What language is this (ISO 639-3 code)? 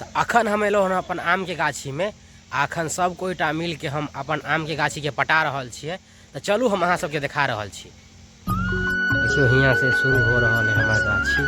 mai